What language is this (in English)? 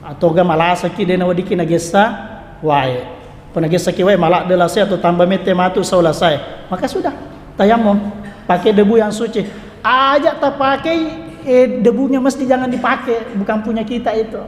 Buginese